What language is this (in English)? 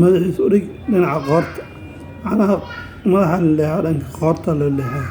Somali